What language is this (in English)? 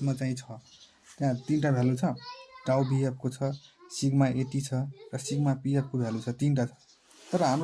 Nepali